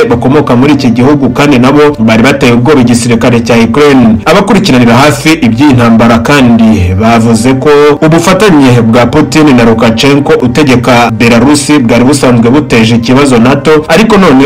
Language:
Kinyarwanda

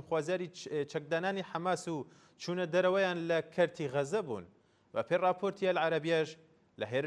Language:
Central Kurdish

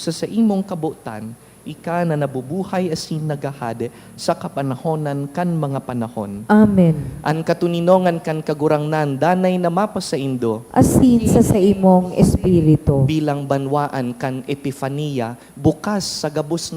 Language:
Bikol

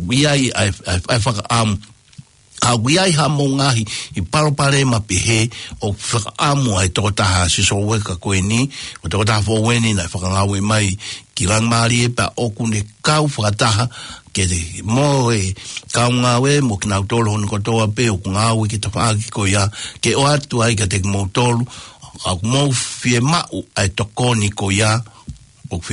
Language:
Tongan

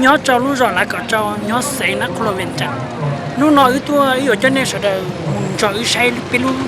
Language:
Hmong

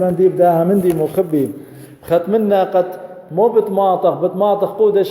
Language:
Assyrian Neo-Aramaic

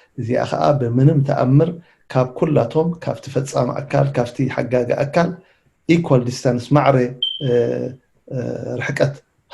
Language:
Tigrinya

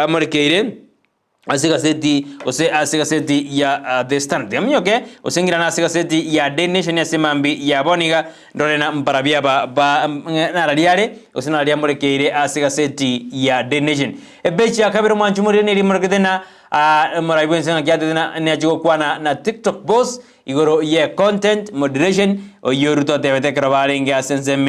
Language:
Gusii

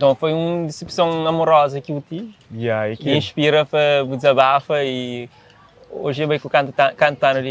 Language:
Kabuverdianu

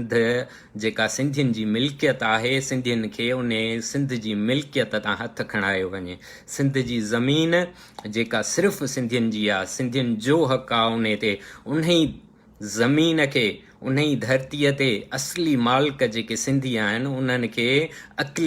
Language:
Sindhi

